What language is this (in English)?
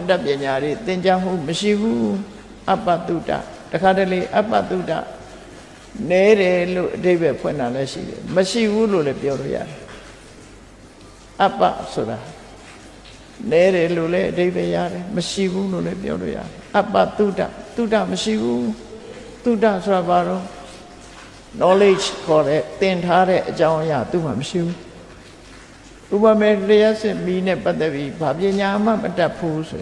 Burmese